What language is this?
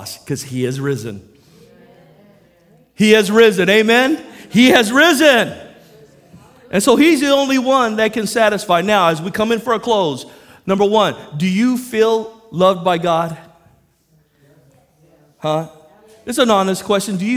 English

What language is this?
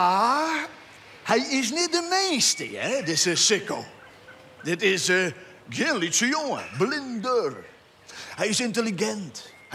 Western Frisian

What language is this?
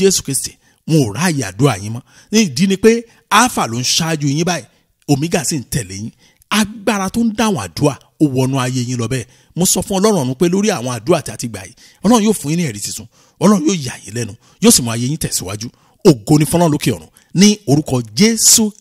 Yoruba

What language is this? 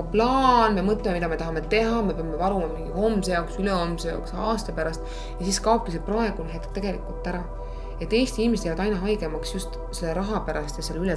Estonian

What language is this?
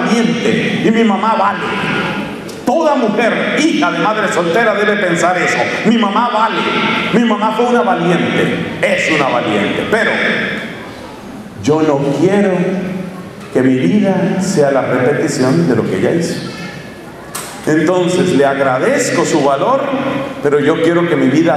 Spanish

